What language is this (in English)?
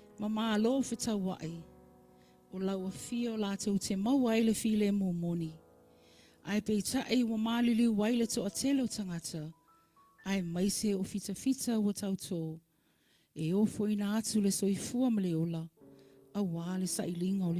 Samoan